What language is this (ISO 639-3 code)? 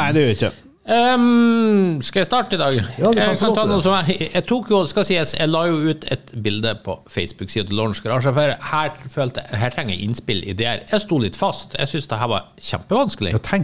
nor